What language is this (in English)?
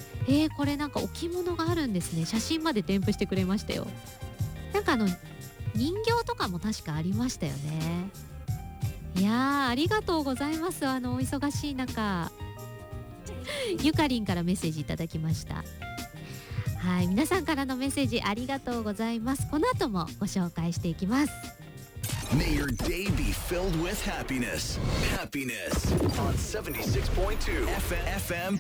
Japanese